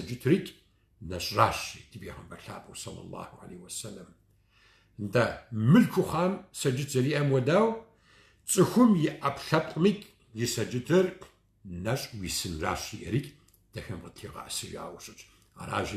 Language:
Kabardian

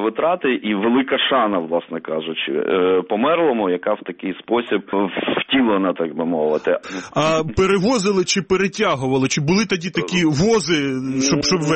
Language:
Ukrainian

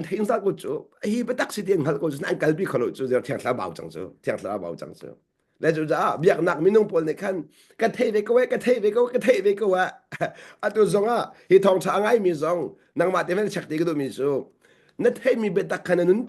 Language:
Hakha Chin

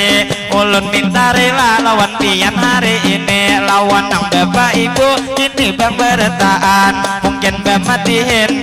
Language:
Banjar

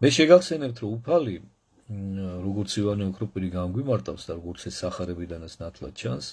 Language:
Georgian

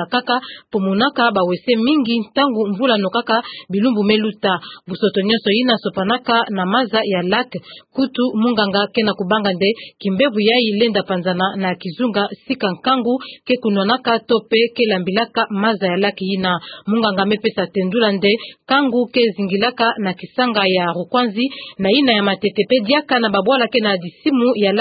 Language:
Kituba (Democratic Republic of Congo)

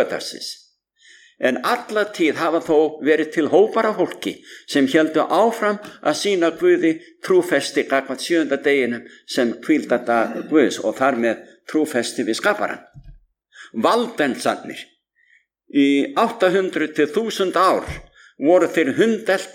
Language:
Icelandic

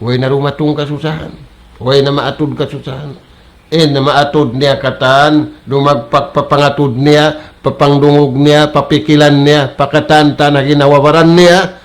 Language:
Tausug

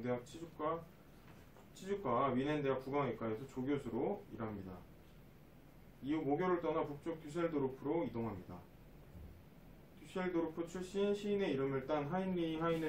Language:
Korean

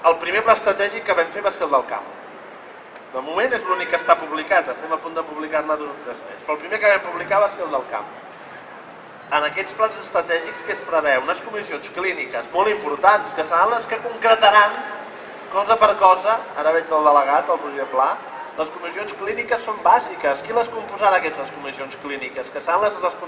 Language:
Catalan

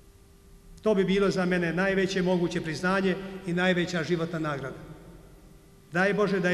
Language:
Bosnian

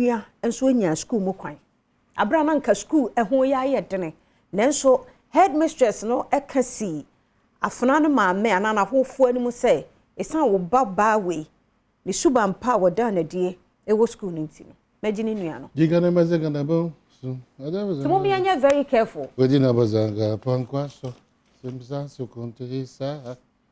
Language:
Akan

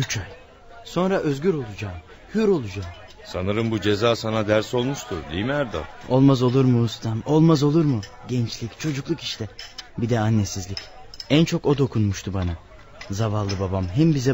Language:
Turkish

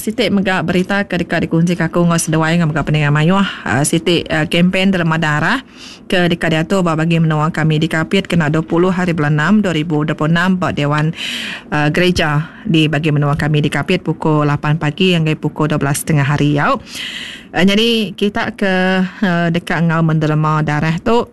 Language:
Iban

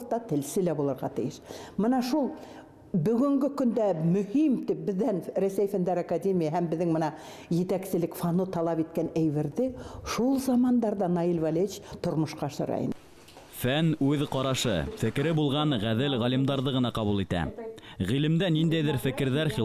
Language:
Bashkir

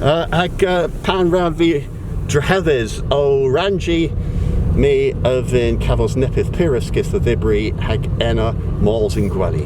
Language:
Cornish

